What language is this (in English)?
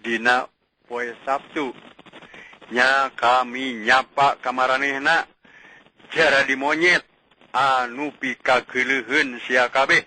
Sundanese